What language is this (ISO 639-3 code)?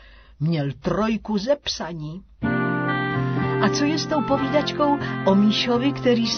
ces